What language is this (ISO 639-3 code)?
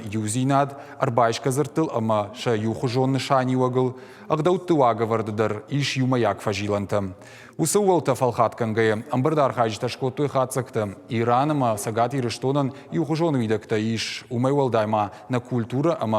oss